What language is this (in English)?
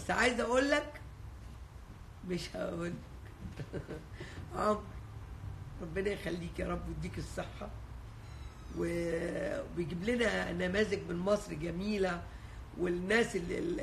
Egyptian Arabic